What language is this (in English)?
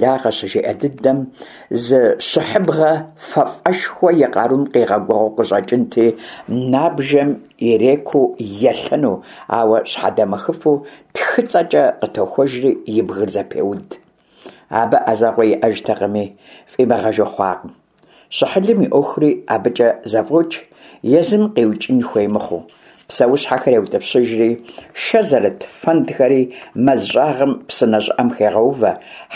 Kabardian